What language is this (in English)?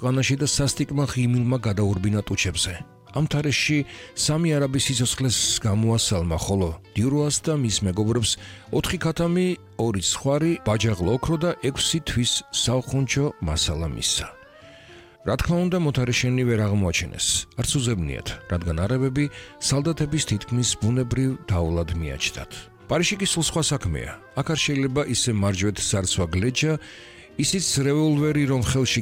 Georgian